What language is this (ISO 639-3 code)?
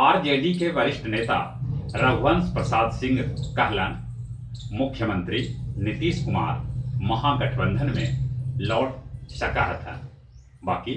mag